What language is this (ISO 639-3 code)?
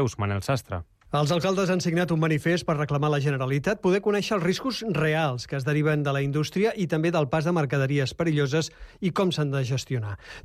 cat